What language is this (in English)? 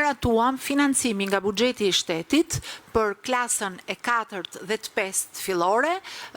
Albanian